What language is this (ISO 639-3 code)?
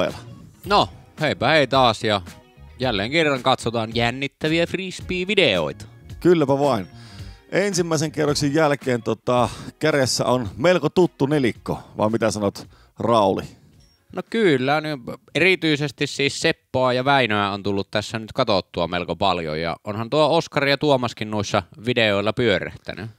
fin